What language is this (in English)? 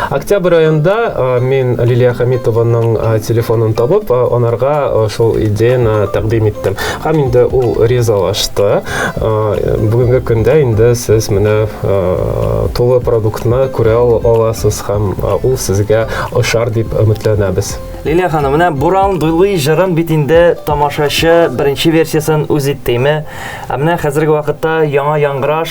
Tatar